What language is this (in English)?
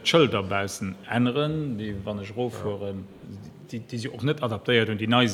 Luxembourgish